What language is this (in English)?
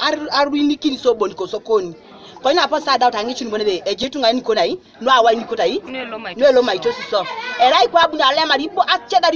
Teso